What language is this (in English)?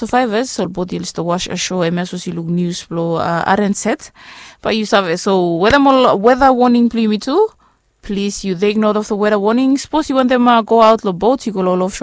Bislama